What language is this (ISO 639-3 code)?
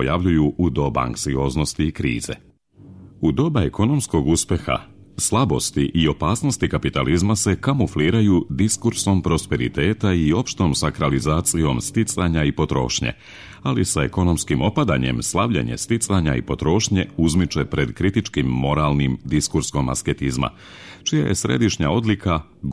srp